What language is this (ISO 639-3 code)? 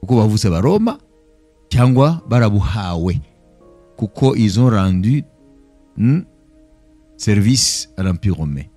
kin